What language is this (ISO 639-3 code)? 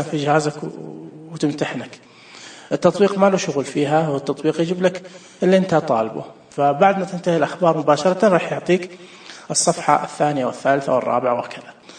ars